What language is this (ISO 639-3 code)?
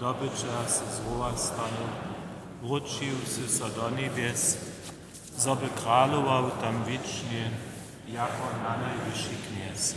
hsb